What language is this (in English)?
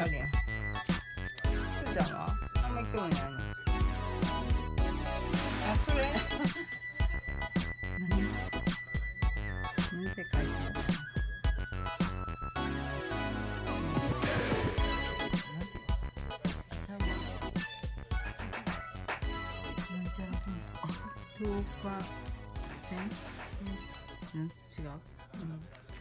Japanese